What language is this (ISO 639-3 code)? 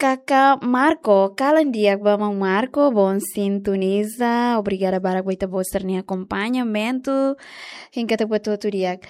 tet